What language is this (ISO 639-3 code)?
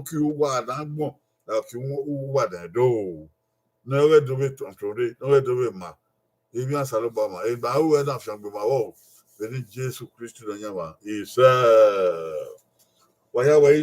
bin